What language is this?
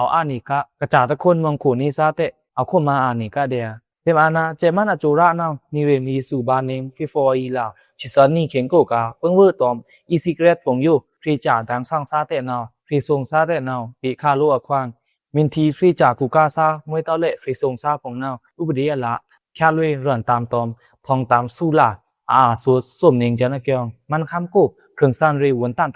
Pa'o Karen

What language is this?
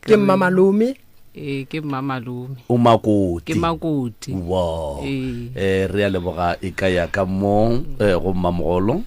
Northern Sotho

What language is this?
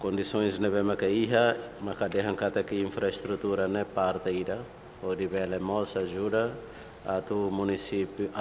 Tetum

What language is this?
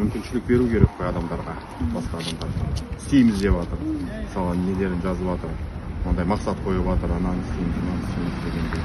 Kazakh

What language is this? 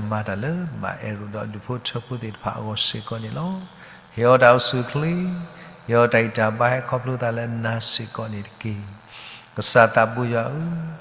S'gaw Karen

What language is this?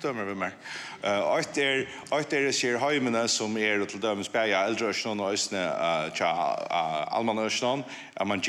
Faroese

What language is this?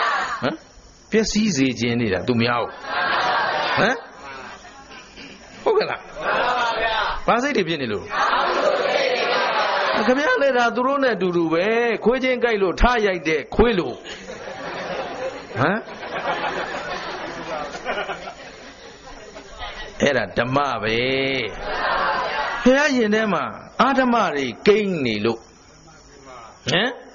Burmese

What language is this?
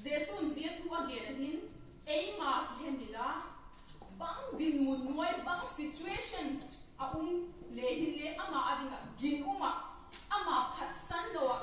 Vaiphei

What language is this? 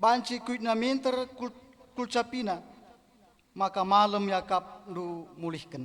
Batak Karo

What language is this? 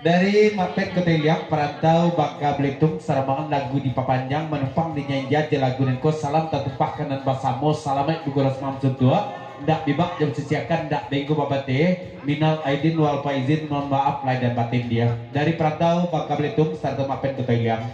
Minangkabau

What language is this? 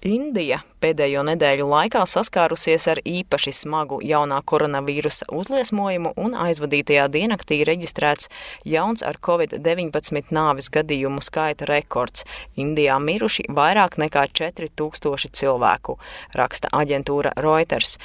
Latvian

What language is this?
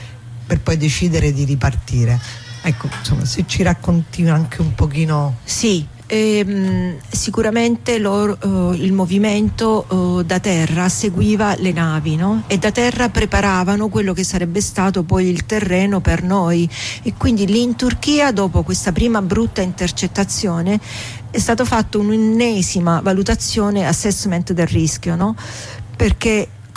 Italian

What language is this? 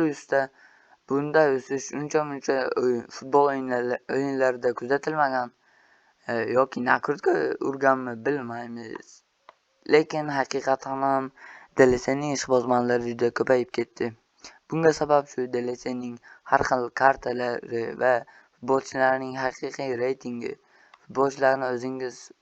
Uzbek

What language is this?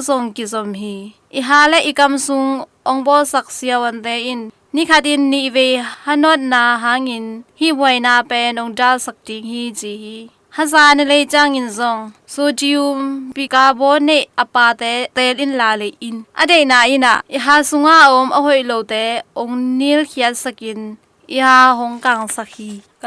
Tedim Chin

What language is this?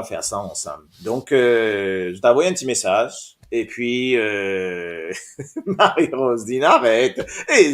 Morisyen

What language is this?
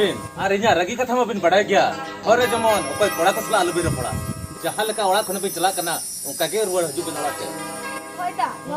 Santali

